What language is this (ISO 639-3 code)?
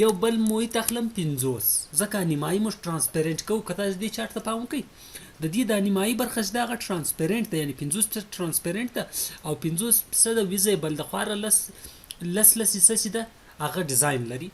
pus